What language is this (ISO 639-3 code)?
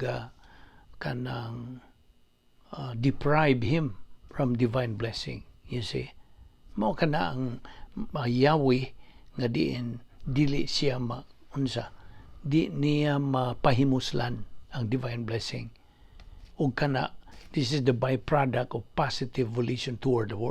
ceb